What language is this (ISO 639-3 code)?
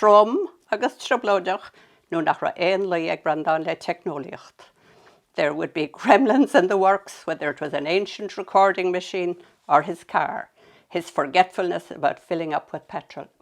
gle